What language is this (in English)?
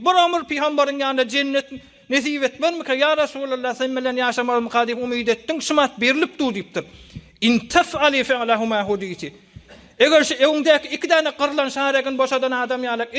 Turkmen